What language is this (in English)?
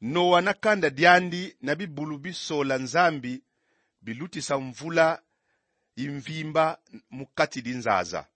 Kongo